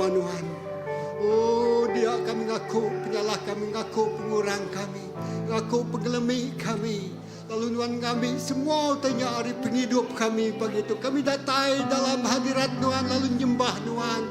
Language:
Iban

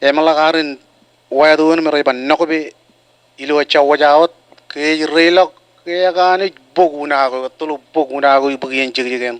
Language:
Marshallese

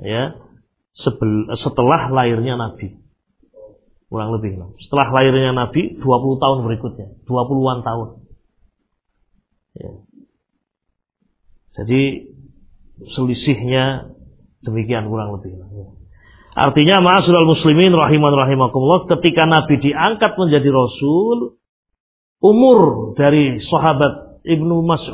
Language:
Indonesian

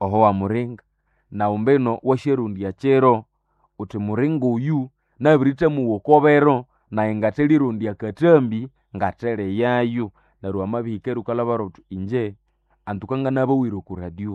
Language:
Nande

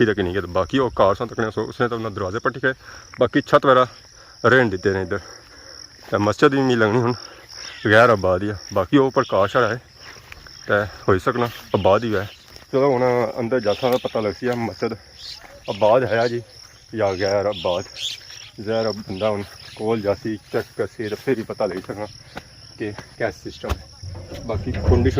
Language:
Pahari-Potwari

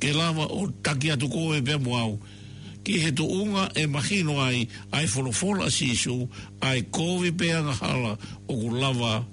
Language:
Tongan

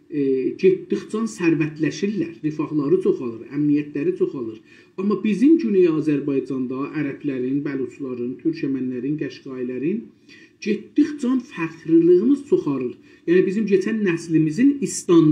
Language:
South Azerbaijani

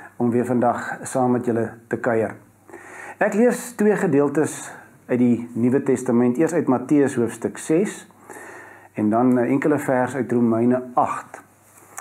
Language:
Afrikaans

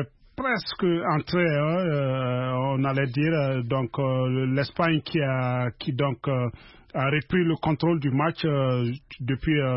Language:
French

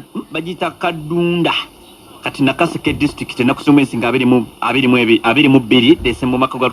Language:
Ganda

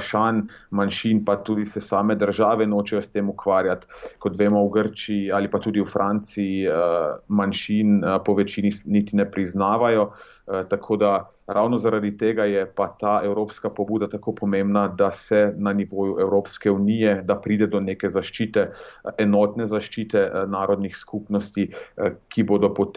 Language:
Slovenian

